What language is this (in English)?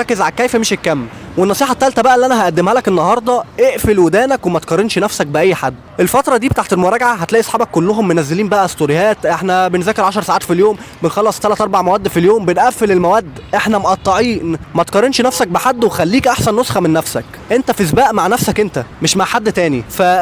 Egyptian Arabic